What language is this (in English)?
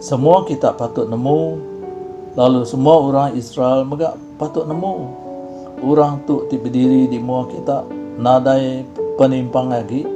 Iban